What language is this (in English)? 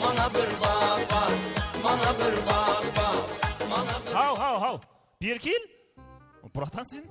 Kara-Kalpak